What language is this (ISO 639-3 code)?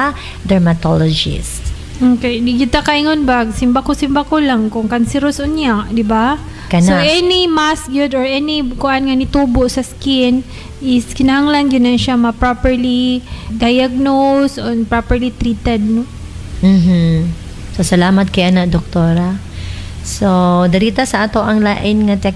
ceb